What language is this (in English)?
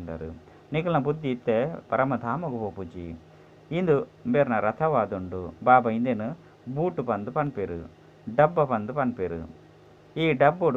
Tulu